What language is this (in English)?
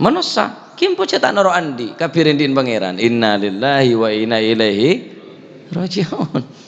Madurese